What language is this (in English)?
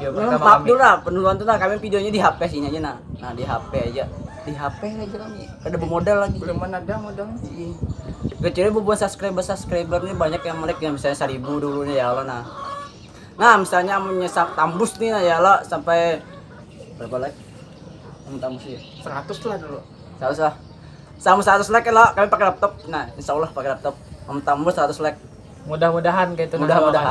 Banjar